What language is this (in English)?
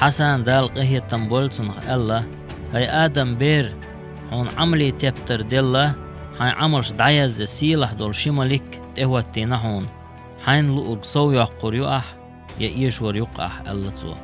Chechen